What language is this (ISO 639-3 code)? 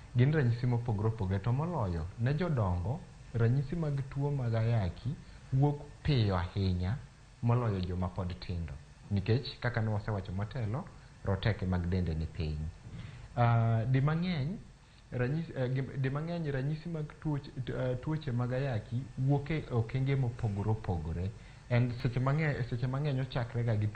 luo